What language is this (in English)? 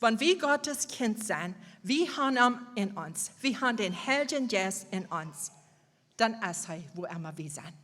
Plautdietsch